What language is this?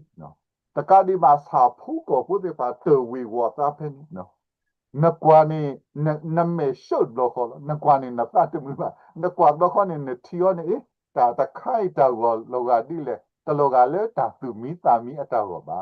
S'gaw Karen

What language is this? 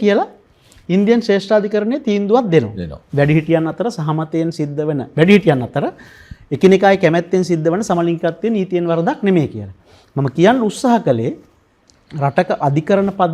Sinhala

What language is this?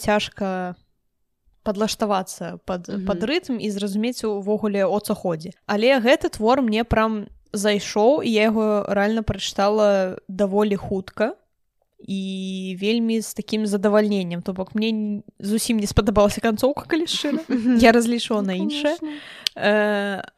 Belarusian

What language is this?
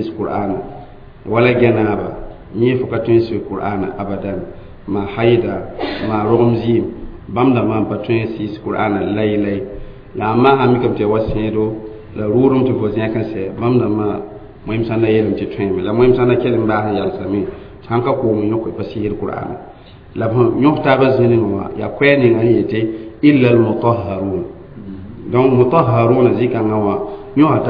Mossi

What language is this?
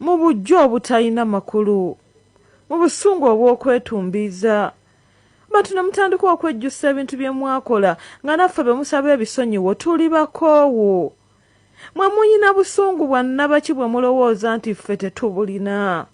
Ganda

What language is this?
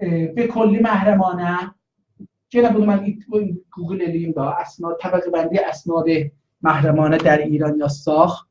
South Azerbaijani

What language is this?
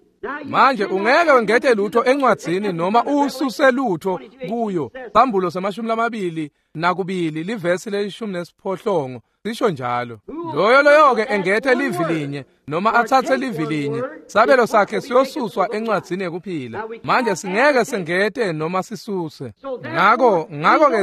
Swati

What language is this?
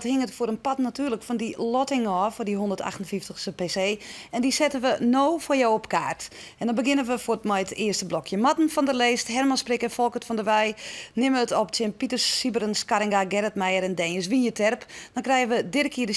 Western Frisian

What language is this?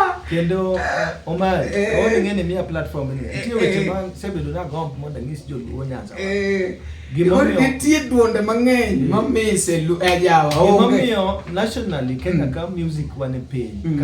Luo (Kenya and Tanzania)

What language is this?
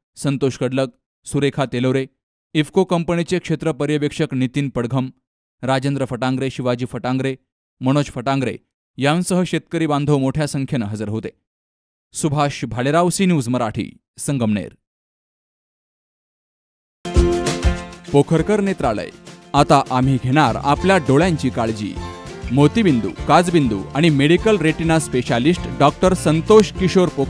Marathi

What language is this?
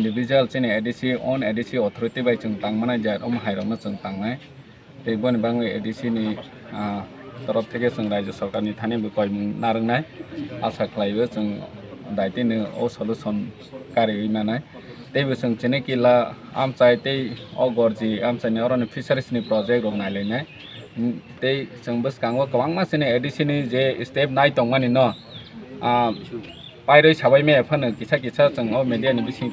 Kok Borok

